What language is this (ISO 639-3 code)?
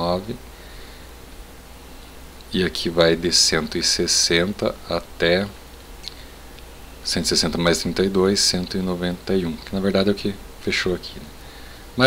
por